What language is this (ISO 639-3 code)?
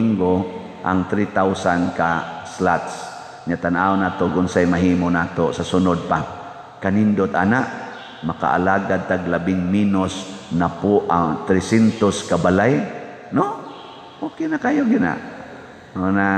ceb